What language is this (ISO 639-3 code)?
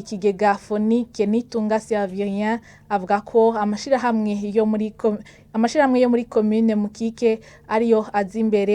run